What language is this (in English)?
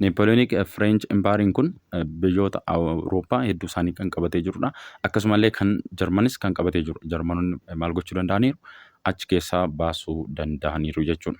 Oromo